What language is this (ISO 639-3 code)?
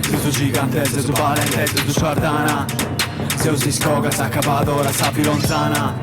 srd